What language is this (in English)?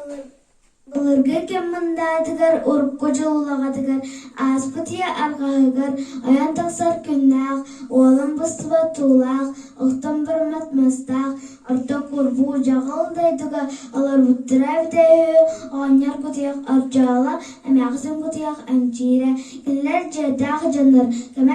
Yakut